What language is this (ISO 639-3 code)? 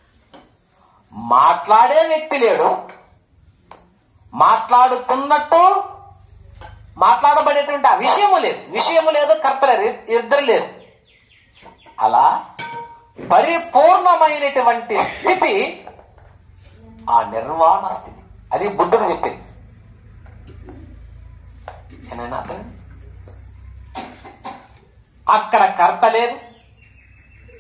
tel